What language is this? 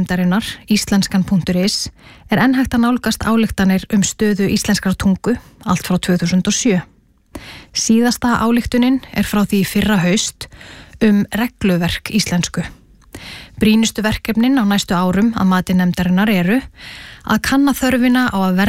Icelandic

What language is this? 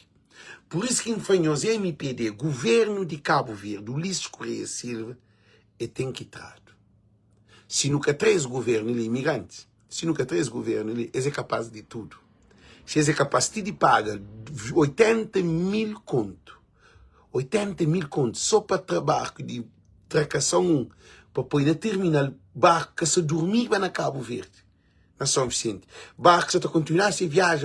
Kabuverdianu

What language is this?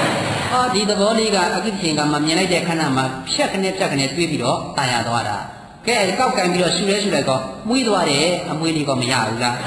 Burmese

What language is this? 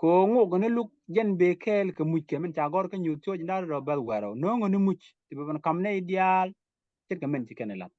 Nuer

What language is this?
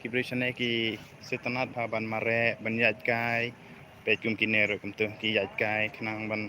Khasi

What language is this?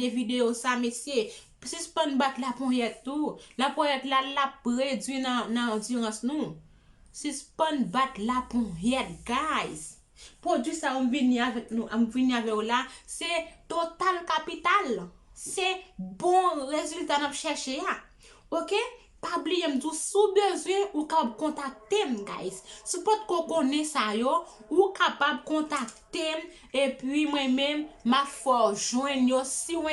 Haitian Creole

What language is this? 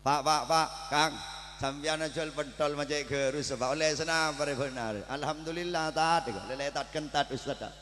Madurese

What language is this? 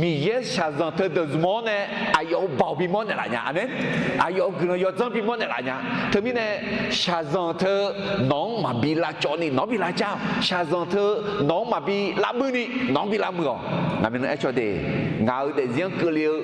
Akha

